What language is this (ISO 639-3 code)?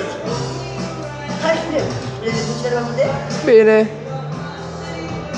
ron